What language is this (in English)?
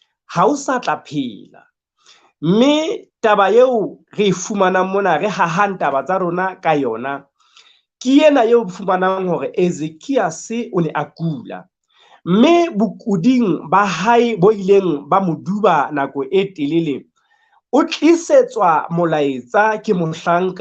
Southern Sotho